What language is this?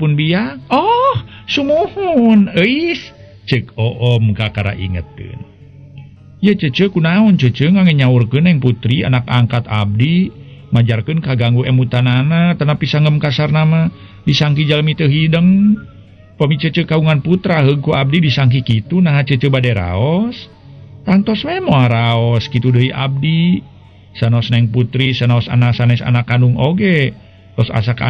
Sundanese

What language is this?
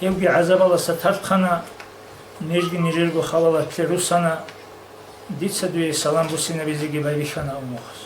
Avaric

